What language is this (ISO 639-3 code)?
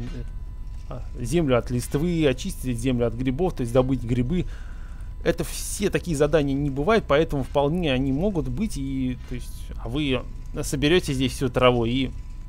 rus